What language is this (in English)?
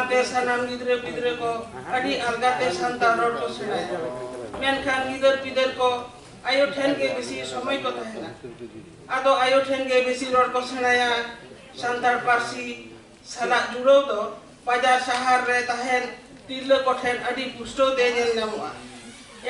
Santali